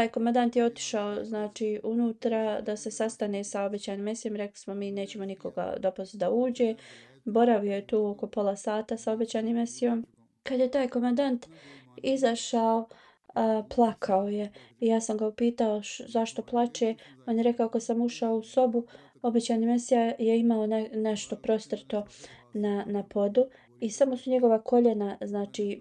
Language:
Bosnian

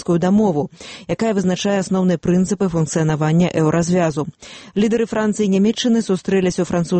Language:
Belarusian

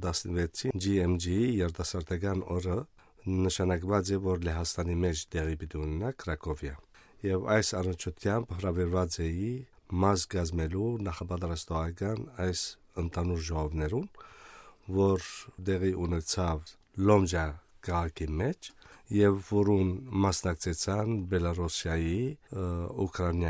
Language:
Western Armenian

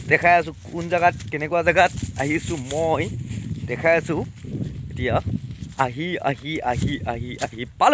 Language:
Assamese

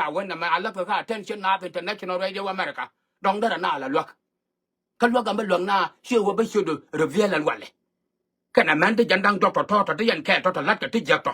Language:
Nuer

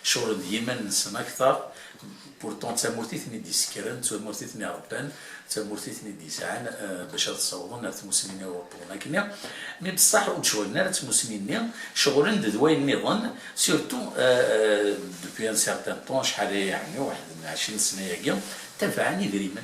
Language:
Kabyle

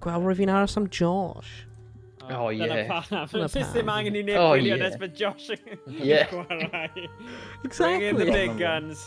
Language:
Welsh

